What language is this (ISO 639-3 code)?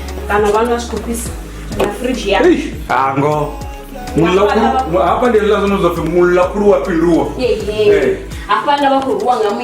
ven